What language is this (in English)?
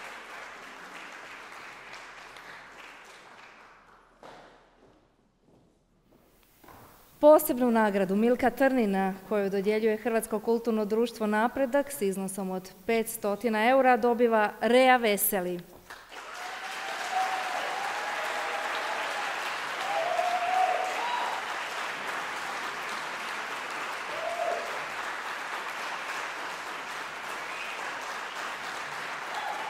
Croatian